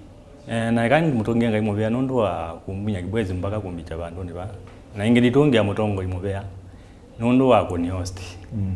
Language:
Kamba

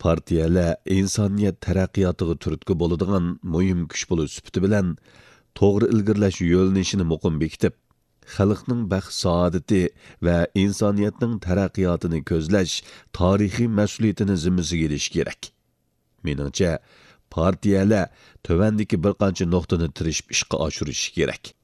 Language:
Uyghur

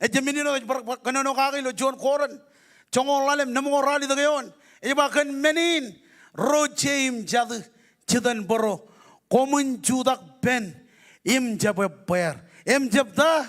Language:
Marshallese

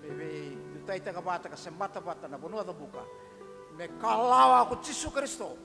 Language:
Fijian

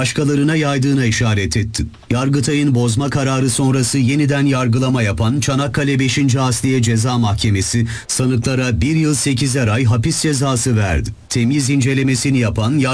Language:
Turkish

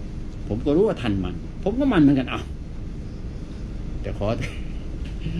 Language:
Thai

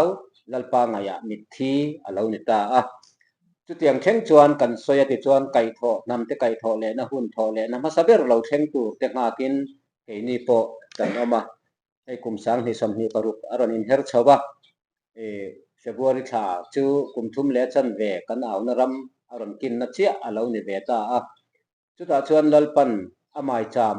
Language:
Mizo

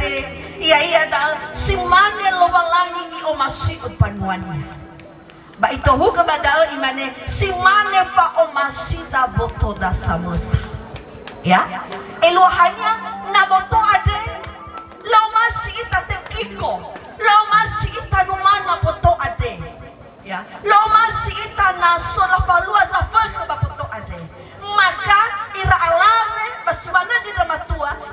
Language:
Nias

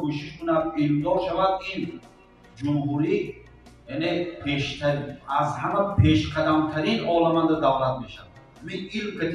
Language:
Tajik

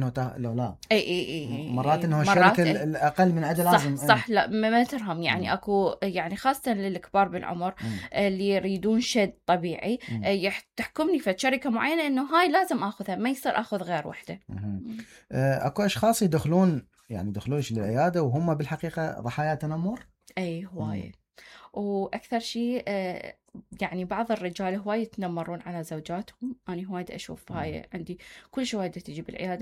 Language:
Mesopotamian Arabic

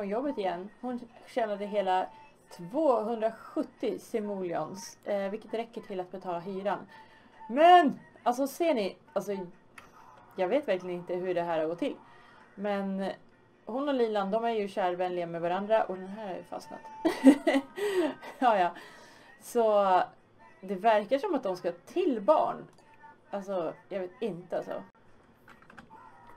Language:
Swedish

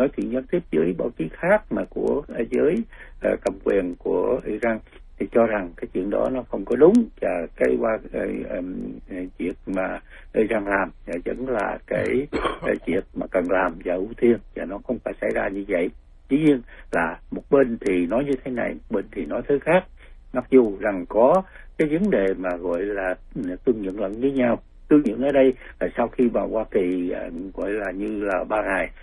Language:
Vietnamese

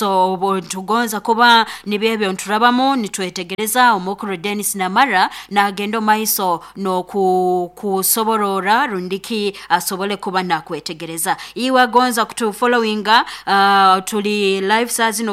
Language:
Nyoro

